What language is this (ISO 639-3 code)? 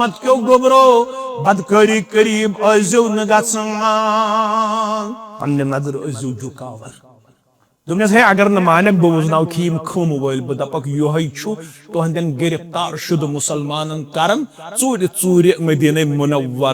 kas